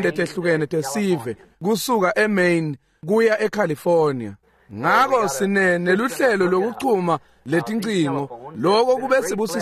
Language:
Swati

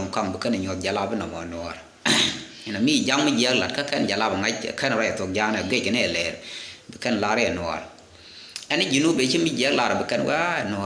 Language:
Nuer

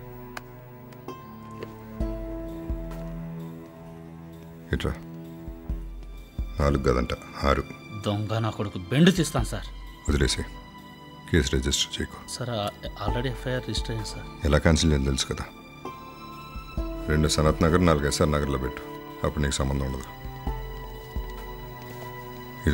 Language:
Telugu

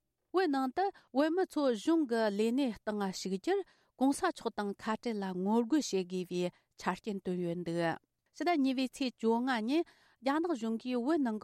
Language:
Tibetan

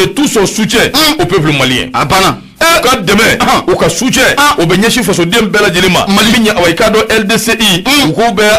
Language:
Bambara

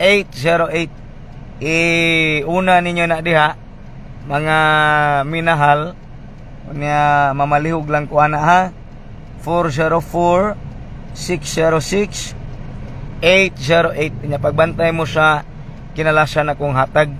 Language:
Cebuano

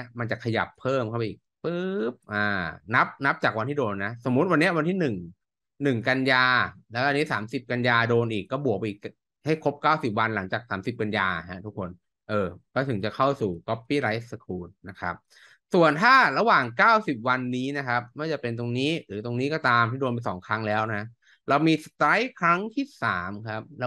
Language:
Thai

